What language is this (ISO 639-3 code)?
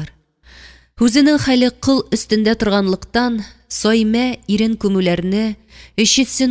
tat